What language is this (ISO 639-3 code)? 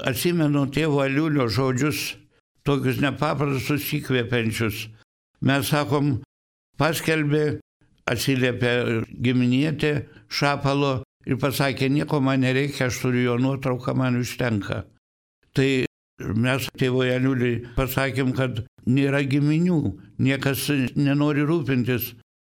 lit